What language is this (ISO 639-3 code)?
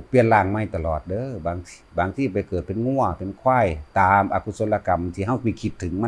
lao